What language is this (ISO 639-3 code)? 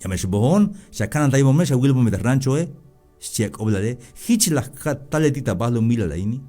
tzh